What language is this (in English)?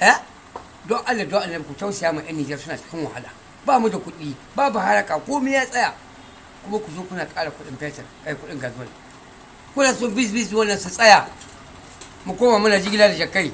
Hausa